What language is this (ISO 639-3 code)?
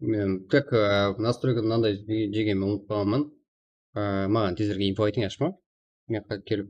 kaa